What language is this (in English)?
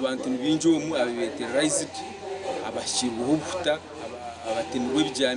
Nyankole